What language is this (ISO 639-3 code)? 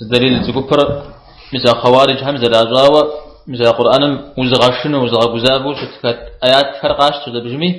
kbd